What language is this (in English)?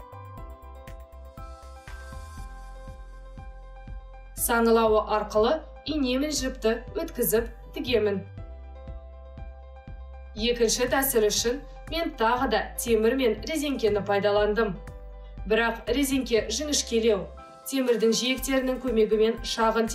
Kazakh